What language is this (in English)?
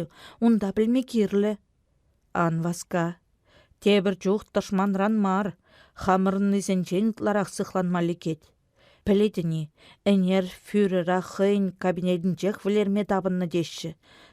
Chuvash